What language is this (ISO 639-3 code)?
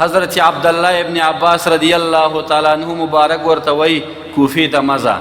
pus